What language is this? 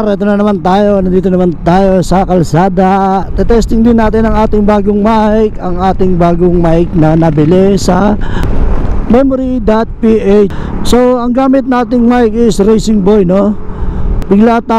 Filipino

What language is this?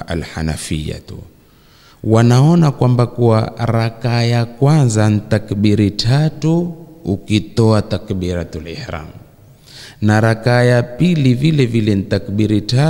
Swahili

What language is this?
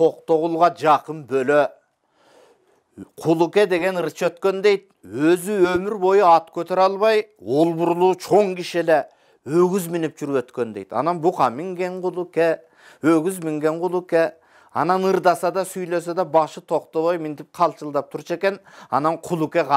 Kyrgyz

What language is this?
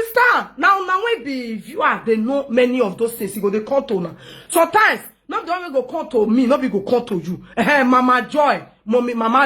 Nigerian Pidgin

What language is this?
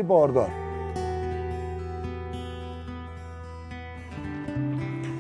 Persian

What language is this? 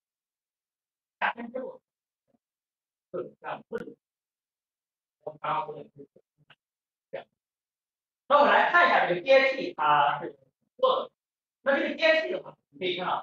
Chinese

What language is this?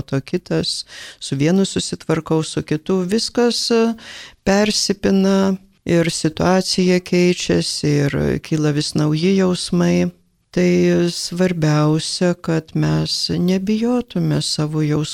Lithuanian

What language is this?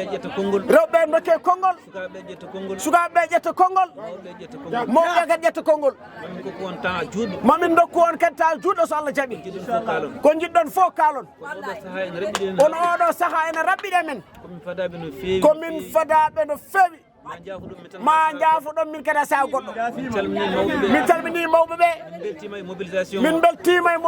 Fula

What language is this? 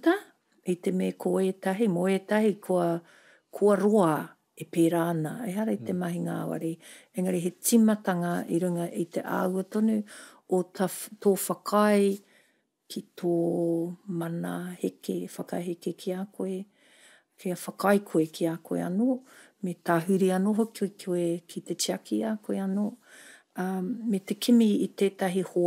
Māori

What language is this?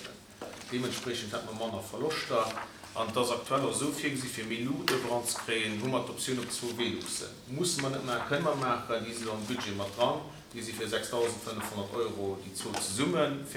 Luxembourgish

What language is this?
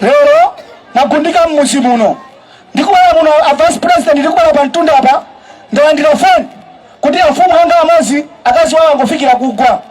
Nyanja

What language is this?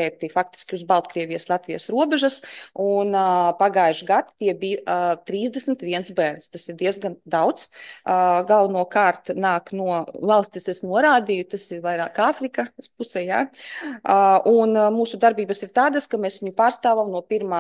Latvian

